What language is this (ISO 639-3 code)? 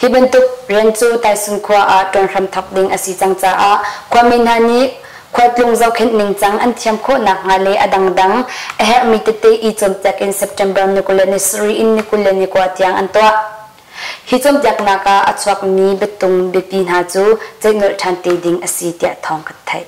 cnh